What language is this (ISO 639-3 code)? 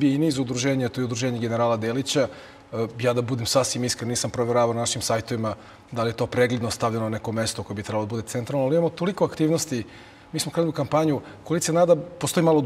srp